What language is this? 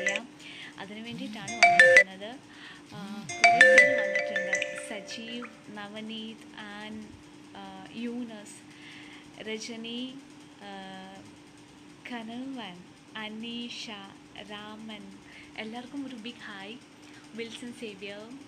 Malayalam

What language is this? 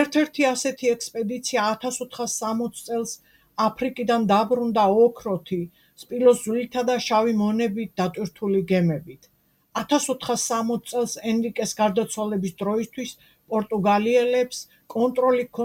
Georgian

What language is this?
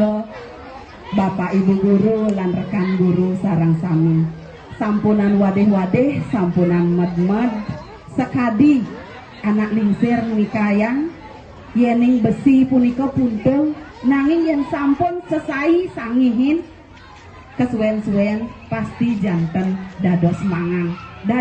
Balinese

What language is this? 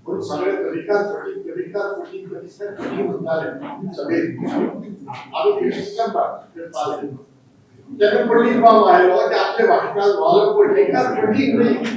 Konkani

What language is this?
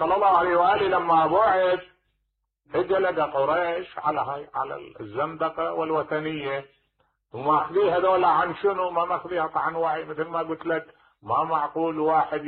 Mesopotamian Arabic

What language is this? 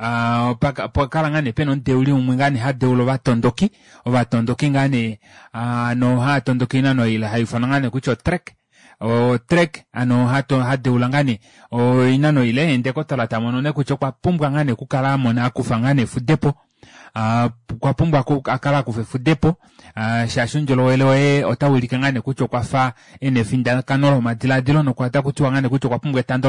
Kuanyama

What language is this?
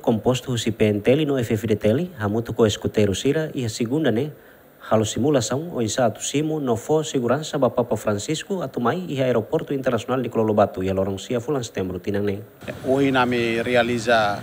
Tetum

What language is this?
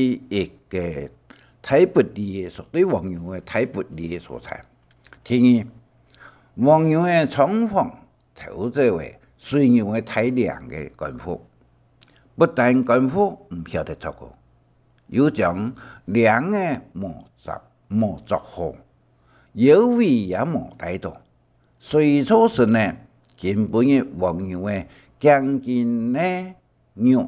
Hakka Chinese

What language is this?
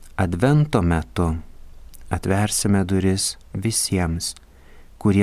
Lithuanian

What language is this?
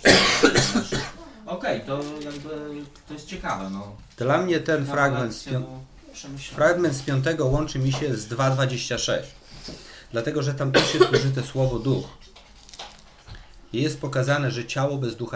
Polish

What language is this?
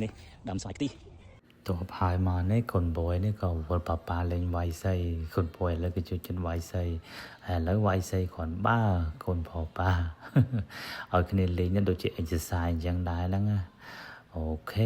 Khmer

